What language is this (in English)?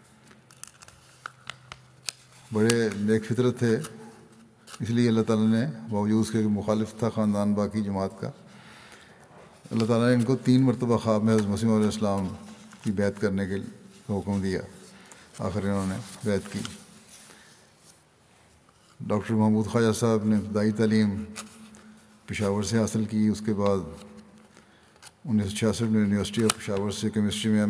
Urdu